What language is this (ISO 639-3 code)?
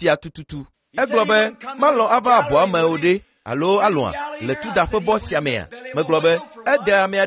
ewe